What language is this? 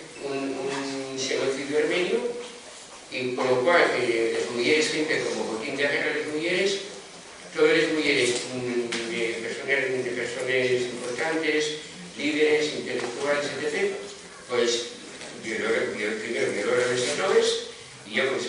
Asturian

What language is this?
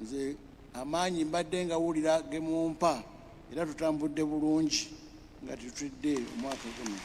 Ganda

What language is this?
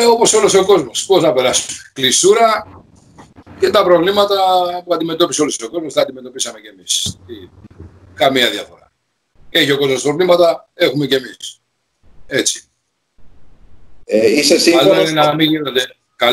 Greek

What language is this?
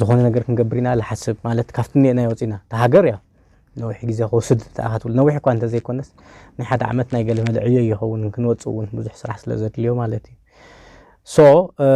Tigrinya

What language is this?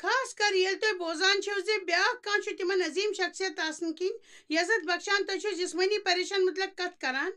Kashmiri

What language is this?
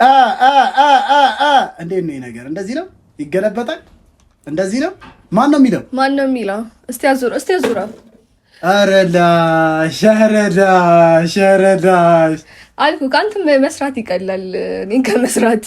Amharic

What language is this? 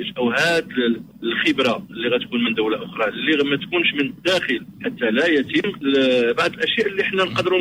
Moroccan Arabic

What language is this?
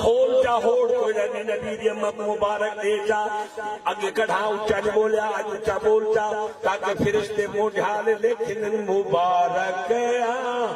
Saraiki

